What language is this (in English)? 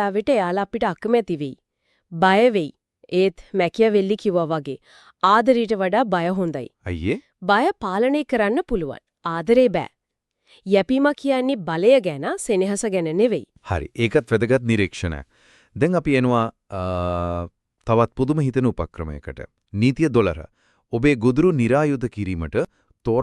Sinhala